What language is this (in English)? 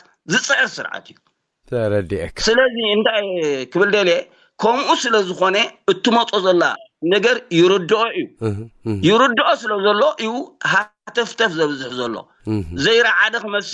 Tigrinya